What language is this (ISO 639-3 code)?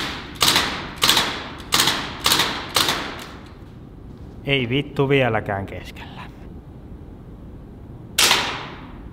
fin